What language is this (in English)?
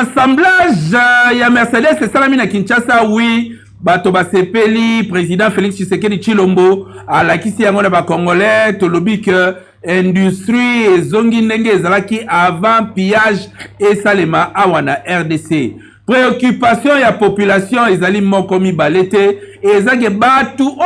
Lingala